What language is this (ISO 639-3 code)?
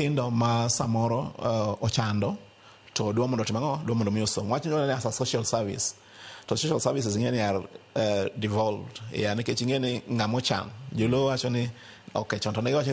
luo